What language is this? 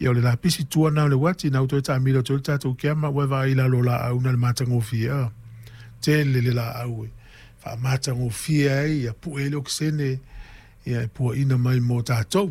Samoan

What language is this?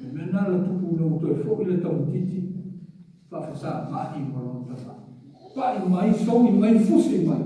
Samoan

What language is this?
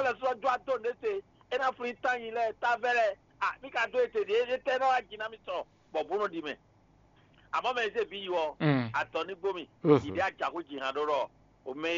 Fon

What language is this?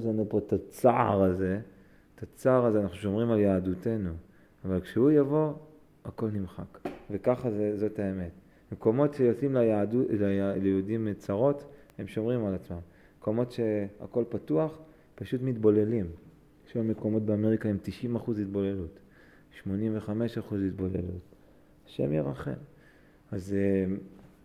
Hebrew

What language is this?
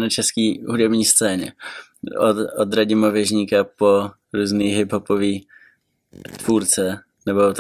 Czech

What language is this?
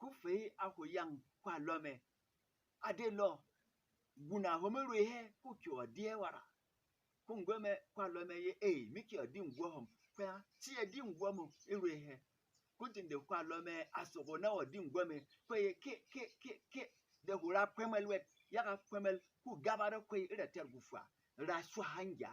Berom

